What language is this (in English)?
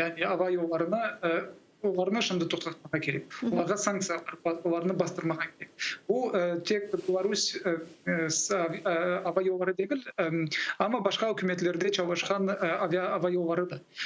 Crimean Tatar